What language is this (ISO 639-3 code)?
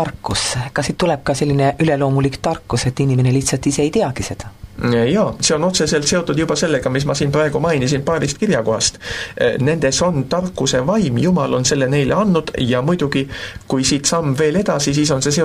est